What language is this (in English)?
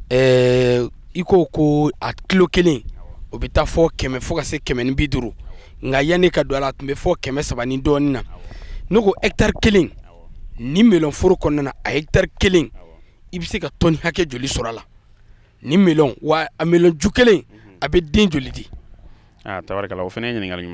Bambara